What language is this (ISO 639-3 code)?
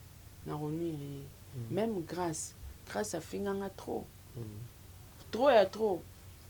lin